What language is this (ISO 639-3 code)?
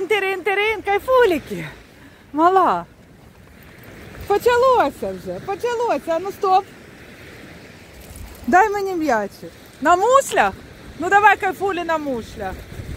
ukr